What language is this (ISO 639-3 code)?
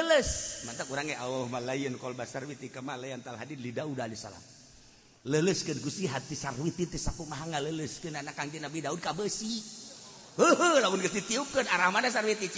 sun